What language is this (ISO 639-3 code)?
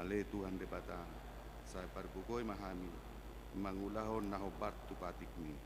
bbc